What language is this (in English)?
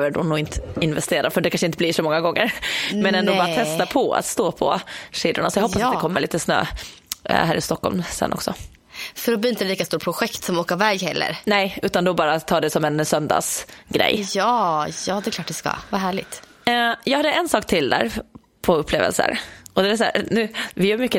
Swedish